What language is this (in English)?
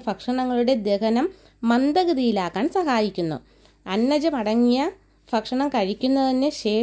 Malayalam